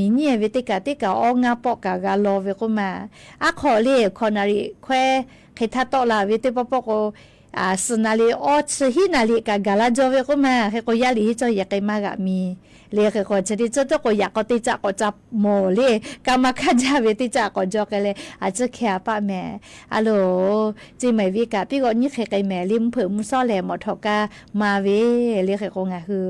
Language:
Lahu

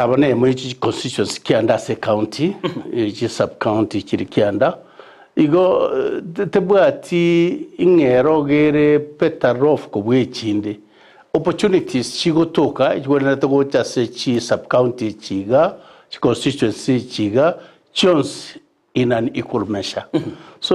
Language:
Gusii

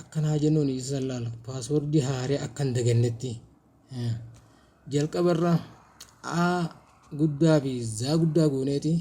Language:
Oromo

